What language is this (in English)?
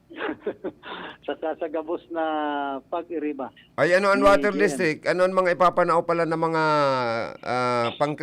Bikol